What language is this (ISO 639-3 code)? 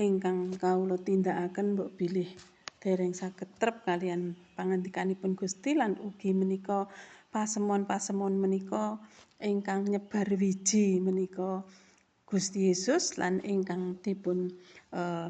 jav